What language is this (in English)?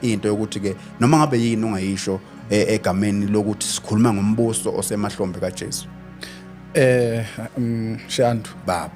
Zulu